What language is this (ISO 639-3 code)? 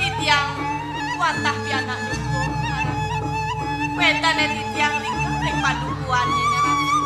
ban